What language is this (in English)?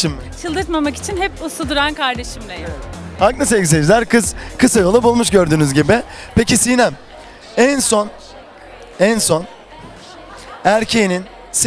Turkish